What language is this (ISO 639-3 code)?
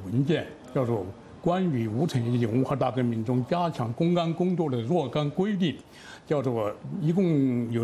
zho